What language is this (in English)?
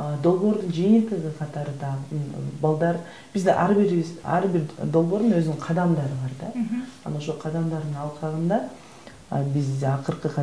Kyrgyz